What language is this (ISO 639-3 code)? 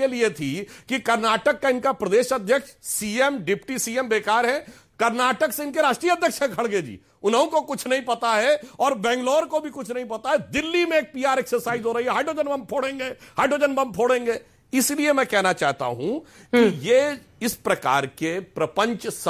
hin